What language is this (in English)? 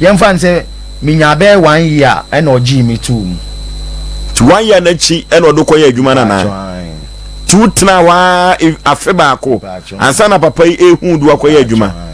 Akan